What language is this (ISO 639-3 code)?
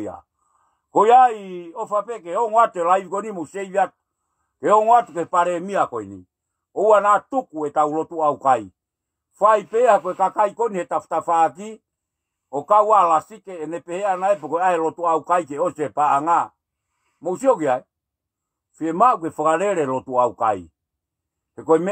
ton